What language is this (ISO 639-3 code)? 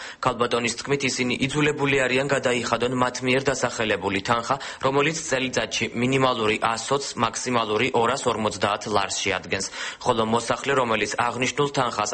kat